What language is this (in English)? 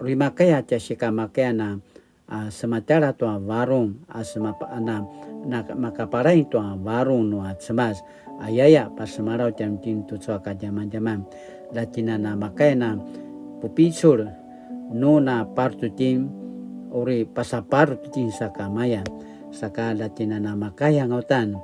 Paiwan